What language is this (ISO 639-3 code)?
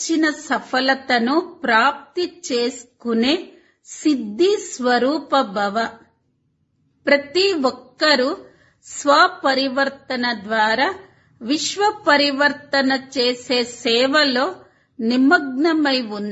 tel